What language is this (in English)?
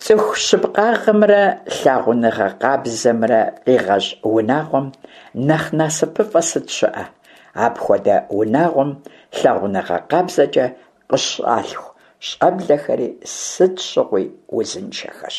Kabardian